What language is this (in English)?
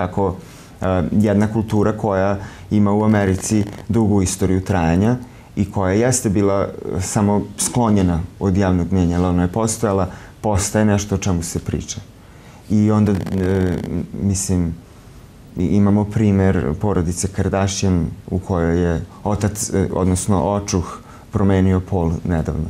Serbian